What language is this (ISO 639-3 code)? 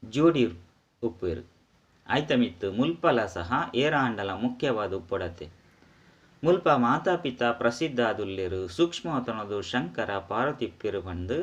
tcy